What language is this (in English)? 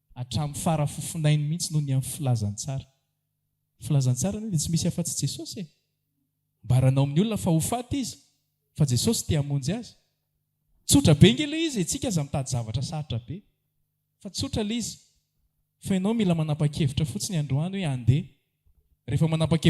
Malagasy